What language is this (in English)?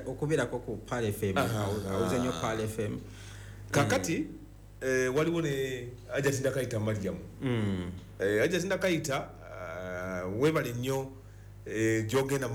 Ganda